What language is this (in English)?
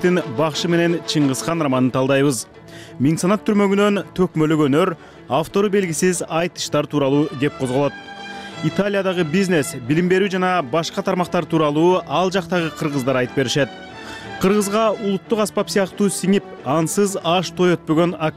Kyrgyz